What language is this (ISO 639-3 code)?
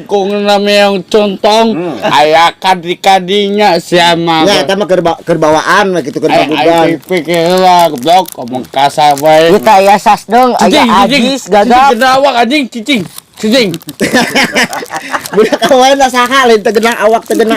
sun